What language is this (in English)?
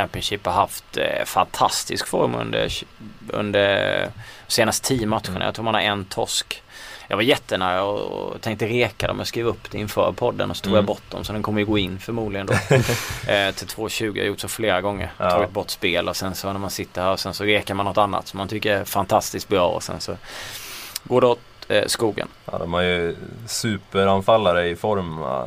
Swedish